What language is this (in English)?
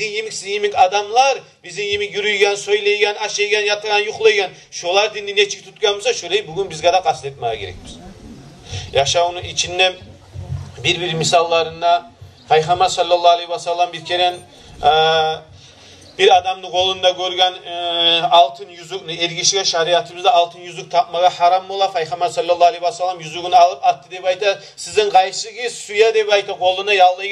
Kumyk